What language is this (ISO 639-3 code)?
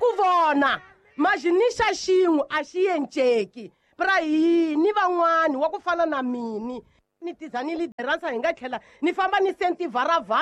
tso